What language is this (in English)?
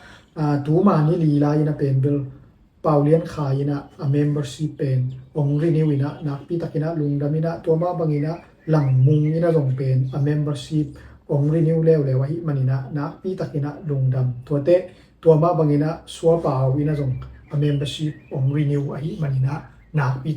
Tedim Chin